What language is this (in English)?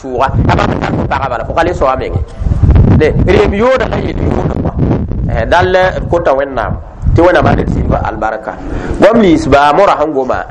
Mossi